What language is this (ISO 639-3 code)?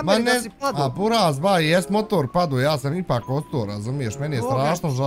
bos